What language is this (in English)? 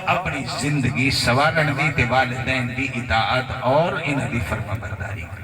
Saraiki